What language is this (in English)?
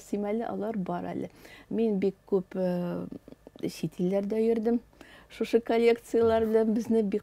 Tatar